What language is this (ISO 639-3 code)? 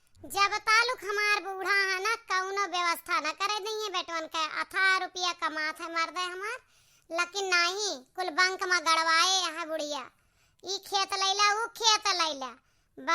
awa